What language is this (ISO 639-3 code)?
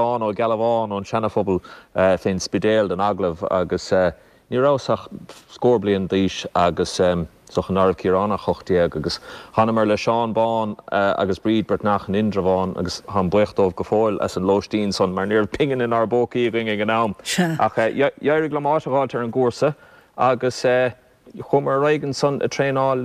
gle